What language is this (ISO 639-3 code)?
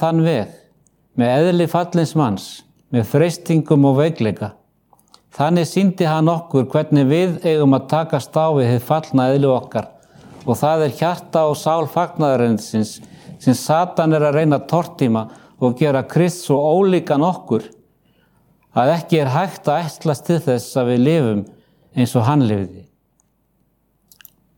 isl